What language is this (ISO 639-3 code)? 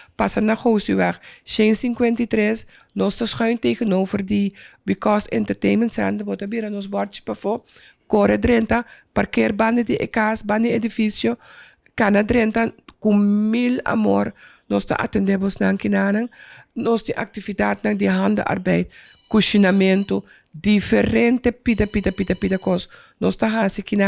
pap